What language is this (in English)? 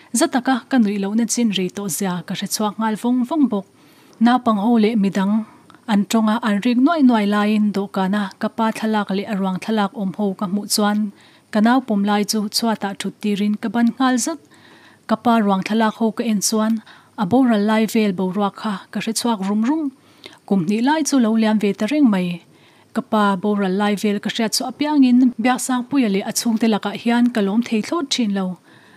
Mizo